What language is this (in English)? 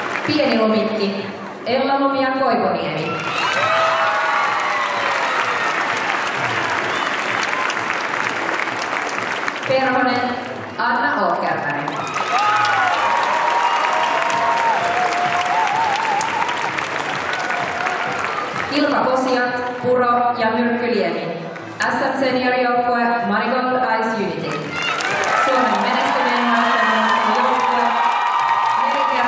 Finnish